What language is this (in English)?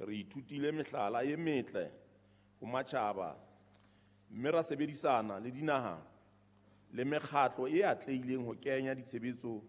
Southern Sotho